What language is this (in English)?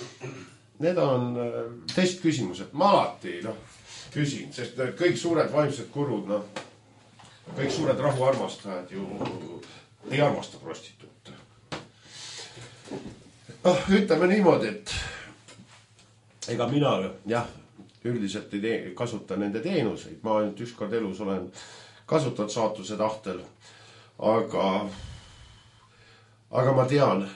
Estonian